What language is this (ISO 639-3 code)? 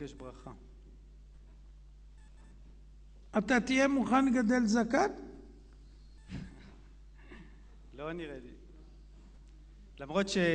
heb